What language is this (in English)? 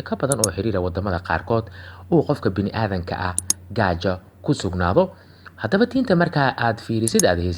Somali